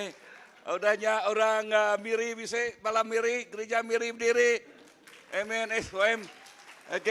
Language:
Iban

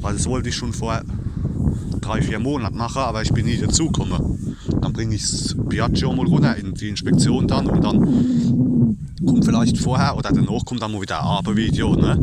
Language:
Palatine German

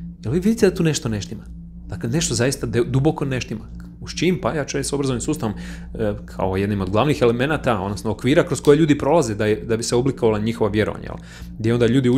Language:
Croatian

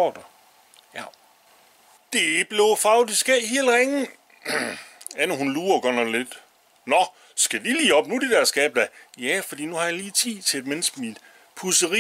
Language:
Danish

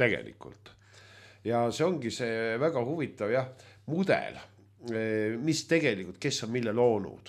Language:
Estonian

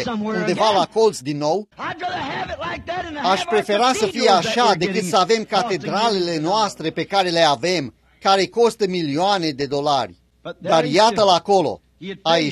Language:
Romanian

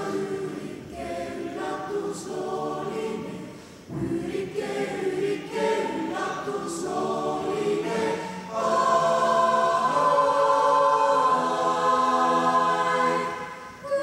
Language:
Estonian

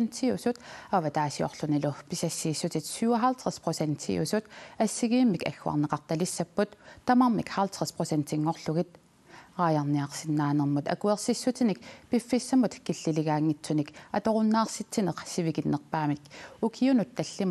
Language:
Kalaallisut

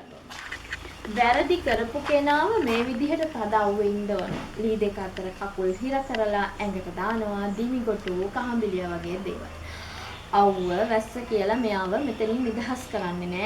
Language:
Sinhala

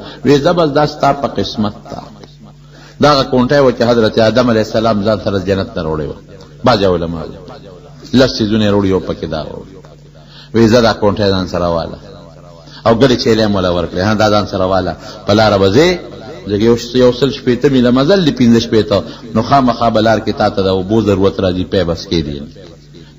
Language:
Pashto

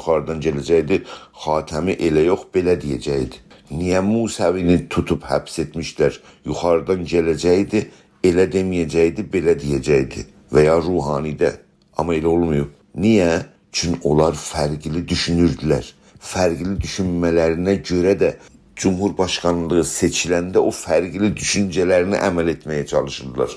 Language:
South Azerbaijani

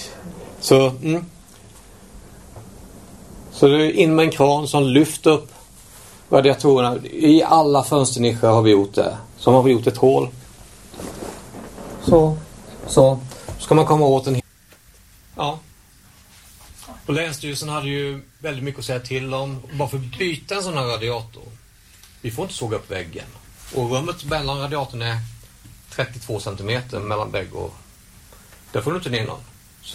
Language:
Swedish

